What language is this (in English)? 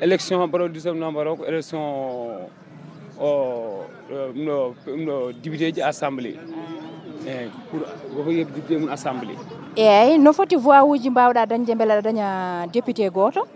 Fula